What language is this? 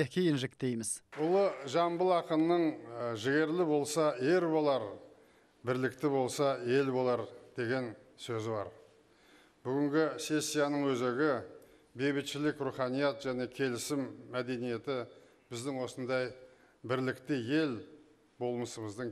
Kazakh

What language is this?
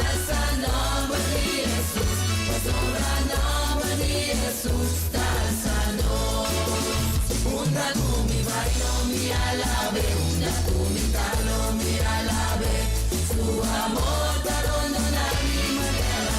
Papiamento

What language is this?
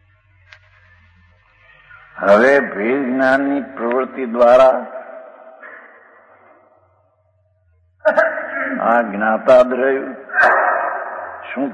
Gujarati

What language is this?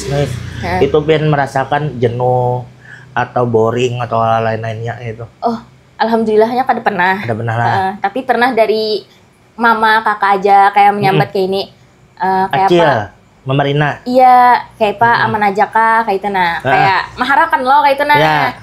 Banjar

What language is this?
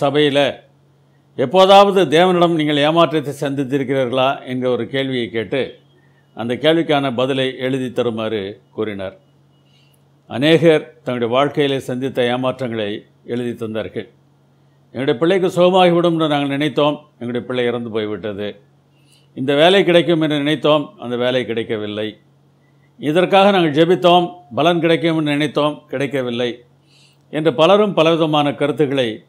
Tamil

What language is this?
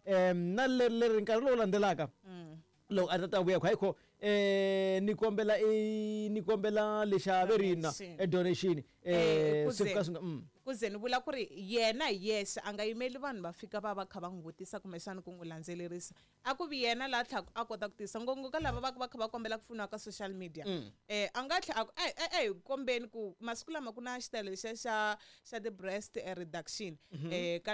Tsonga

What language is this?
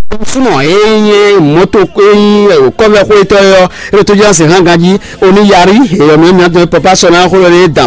Fon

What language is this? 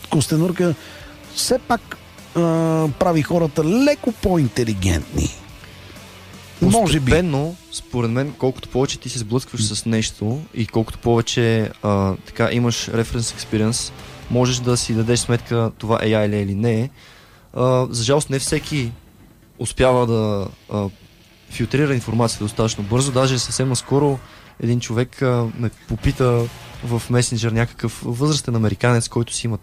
Bulgarian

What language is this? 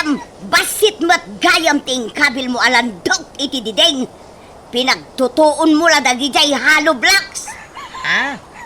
Iloko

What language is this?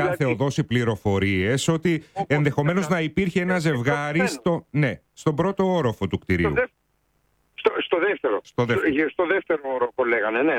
Greek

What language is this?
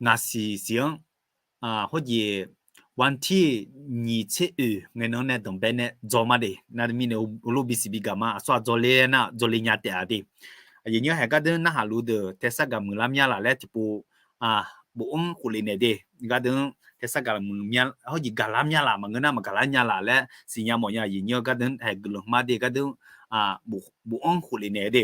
Akha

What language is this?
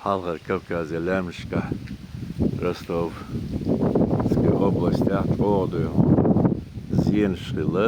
Chechen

